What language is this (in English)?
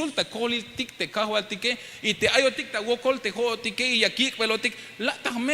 Tzeltal